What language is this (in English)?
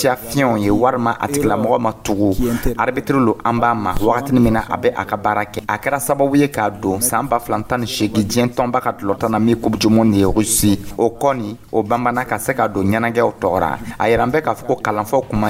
Dyula